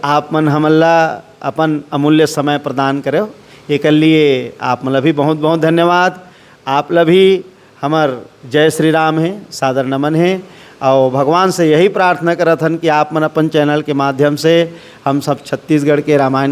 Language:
Chhattisgarhi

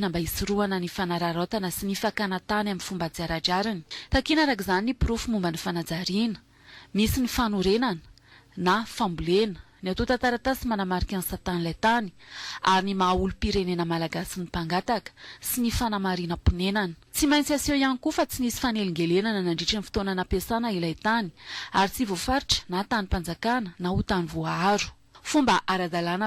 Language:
Malagasy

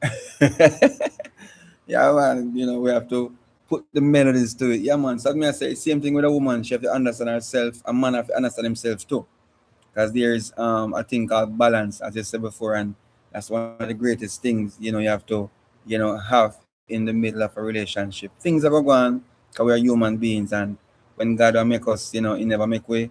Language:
Jamaican Creole English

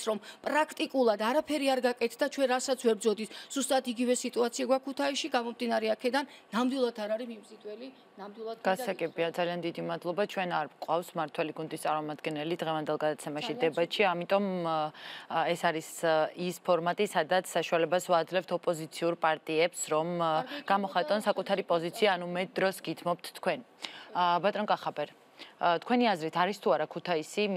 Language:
Georgian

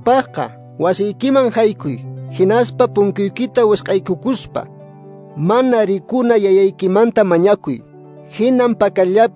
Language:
Quechua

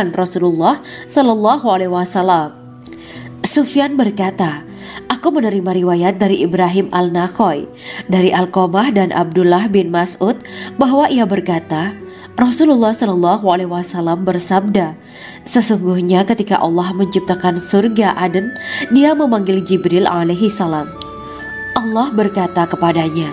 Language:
Indonesian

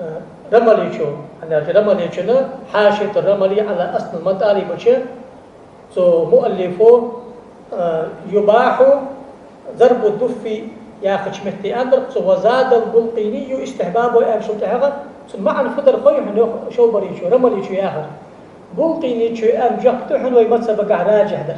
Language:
Ingush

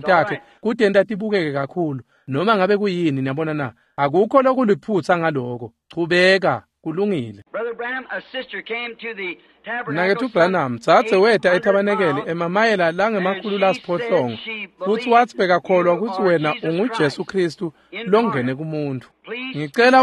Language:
Swati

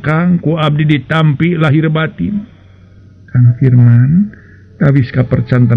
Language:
Sundanese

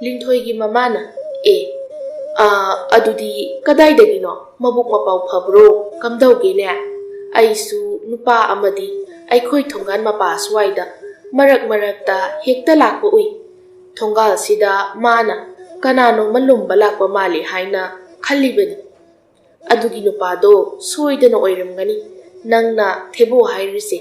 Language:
Manipuri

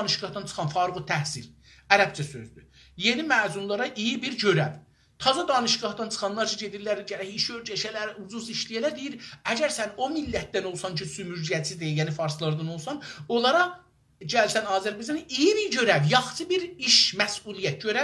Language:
South Azerbaijani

